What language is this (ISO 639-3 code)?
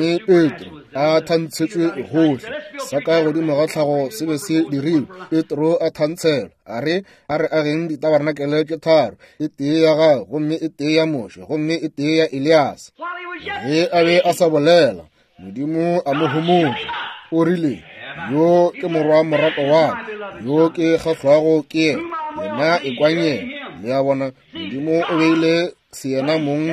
nso